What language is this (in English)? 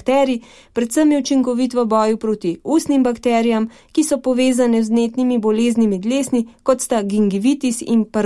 Slovenian